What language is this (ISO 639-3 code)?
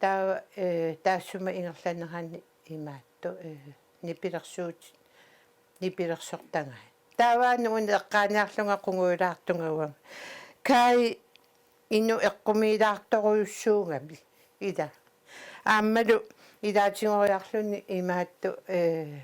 kal